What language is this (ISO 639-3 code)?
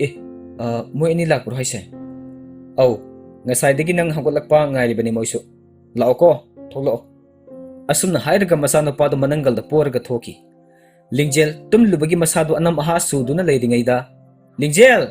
mni